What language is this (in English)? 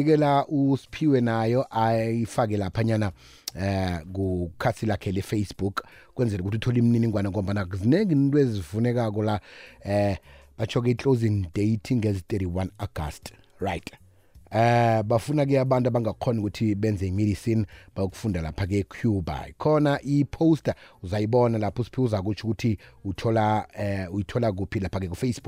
South Ndebele